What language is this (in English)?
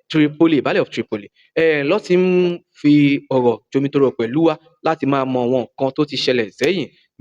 Yoruba